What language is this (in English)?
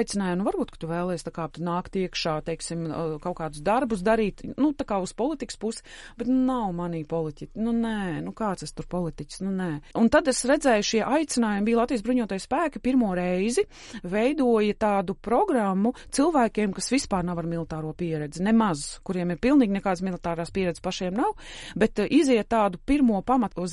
Latvian